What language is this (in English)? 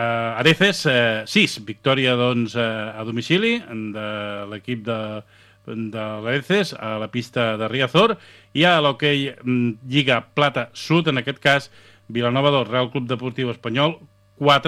Catalan